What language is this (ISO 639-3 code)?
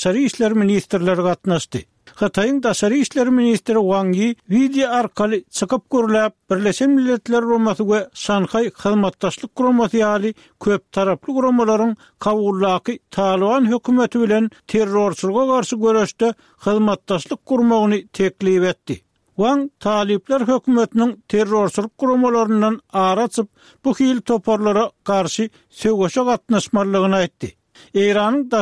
tuk